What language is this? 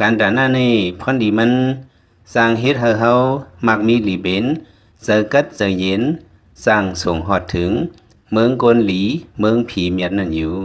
Lao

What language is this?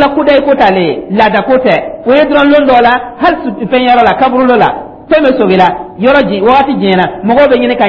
Dyula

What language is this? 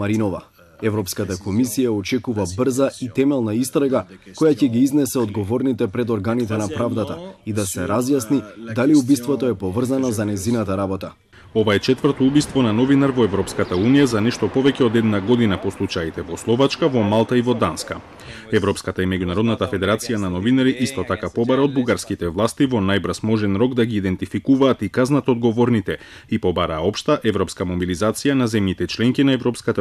Macedonian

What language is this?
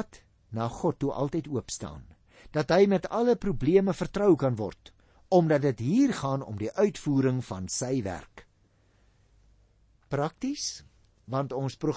Afrikaans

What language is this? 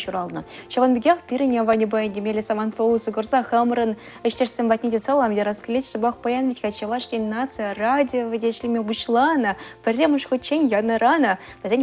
Chuvash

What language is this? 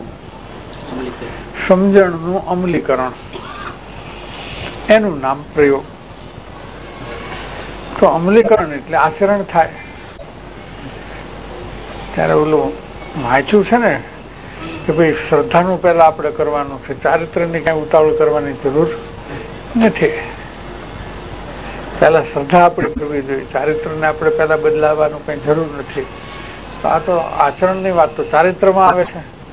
Gujarati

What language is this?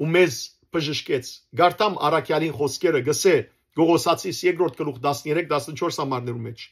Western Armenian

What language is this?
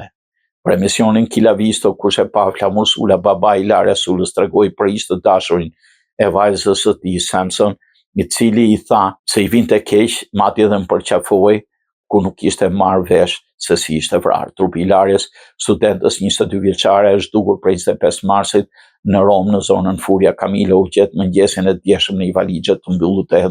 Albanian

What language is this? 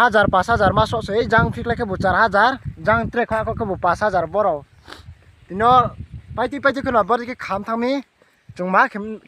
Riang (India)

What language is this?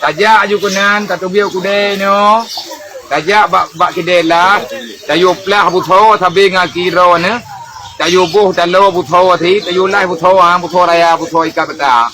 Achinese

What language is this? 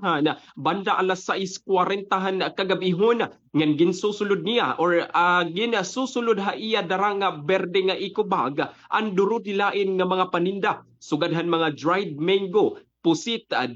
Waray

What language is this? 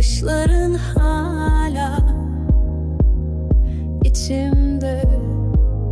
Turkish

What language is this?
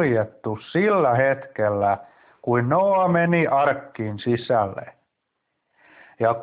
Finnish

